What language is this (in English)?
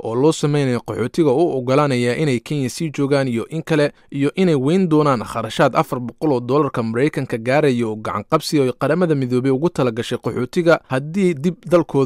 Somali